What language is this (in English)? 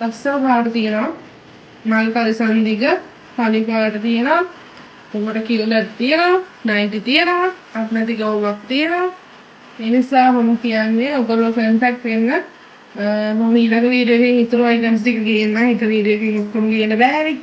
Sinhala